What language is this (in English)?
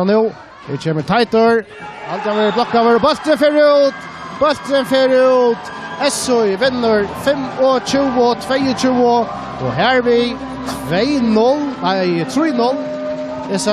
Faroese